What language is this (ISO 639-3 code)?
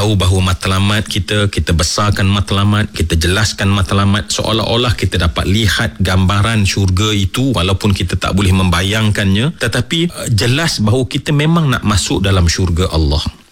msa